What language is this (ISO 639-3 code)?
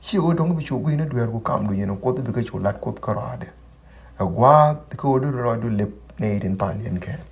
nus